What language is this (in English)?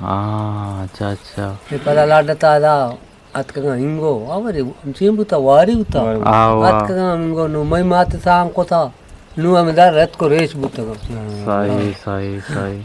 Eastern Balochi